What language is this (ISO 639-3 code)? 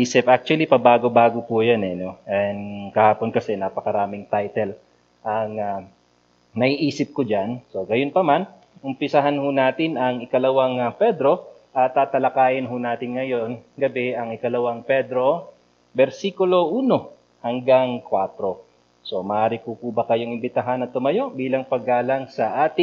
fil